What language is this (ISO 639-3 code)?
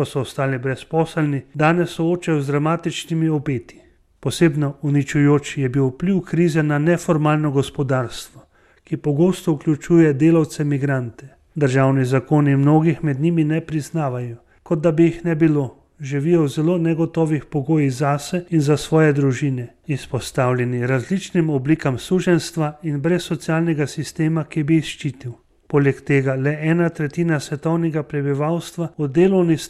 slv